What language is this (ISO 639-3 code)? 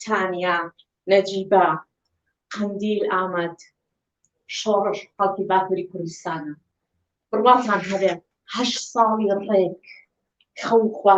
kur